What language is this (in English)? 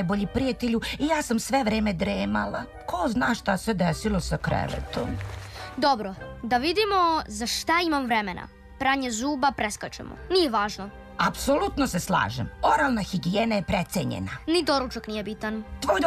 Serbian